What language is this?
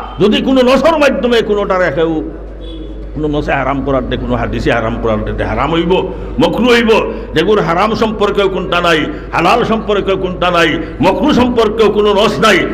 Sylheti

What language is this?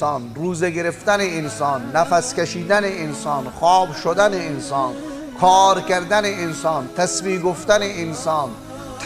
Tajik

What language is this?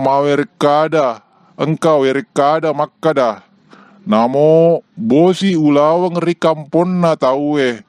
Buginese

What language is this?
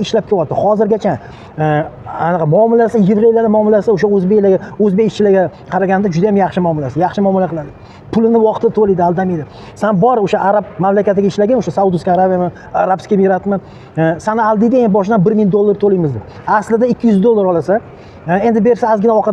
Uzbek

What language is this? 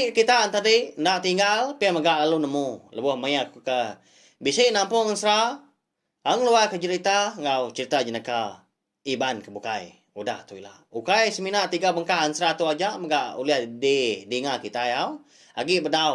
Iban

